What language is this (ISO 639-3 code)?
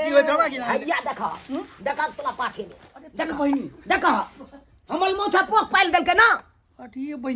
mai